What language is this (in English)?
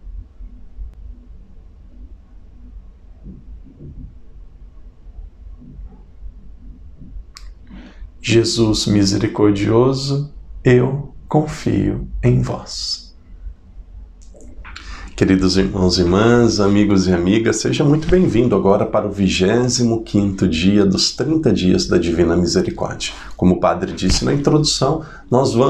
Portuguese